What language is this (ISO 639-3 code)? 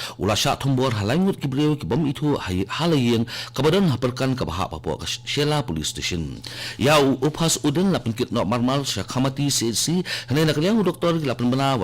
kha